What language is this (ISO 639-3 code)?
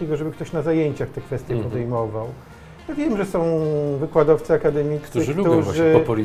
pol